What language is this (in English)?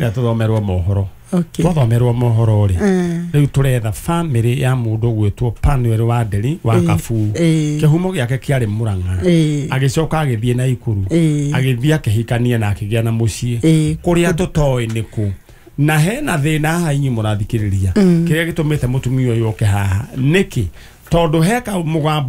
Kikuyu